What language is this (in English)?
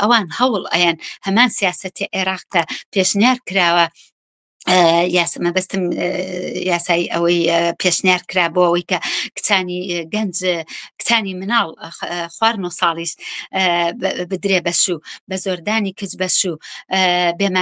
Central Kurdish